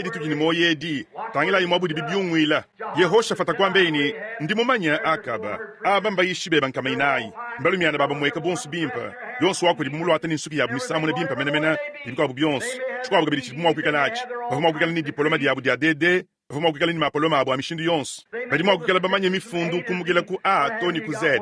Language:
Luba-Lulua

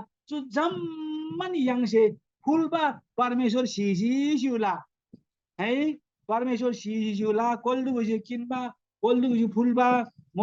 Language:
Eastern Tamang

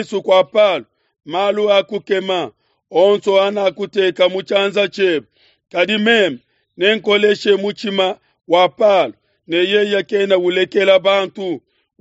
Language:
Luba-Lulua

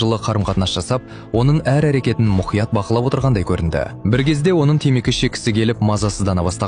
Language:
Kazakh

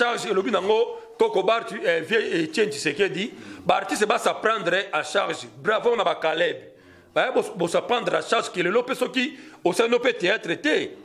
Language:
Lingala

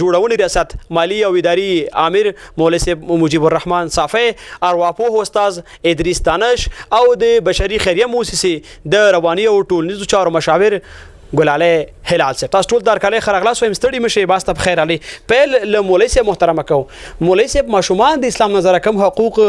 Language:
Pashto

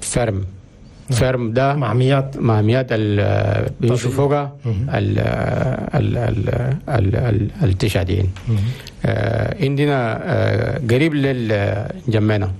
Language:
Chadian Arabic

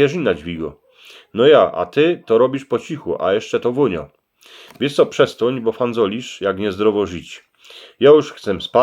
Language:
Silesian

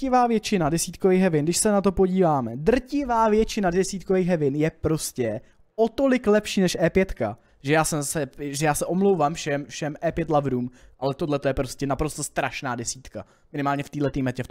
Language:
Czech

